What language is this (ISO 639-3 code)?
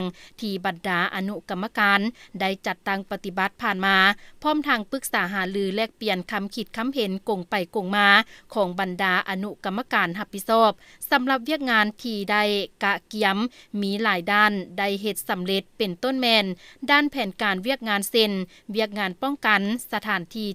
lao